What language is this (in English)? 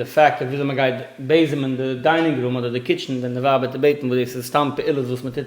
Yiddish